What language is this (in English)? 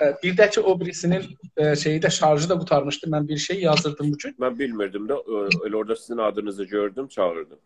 South Azerbaijani